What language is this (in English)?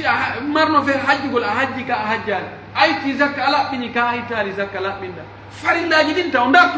Pular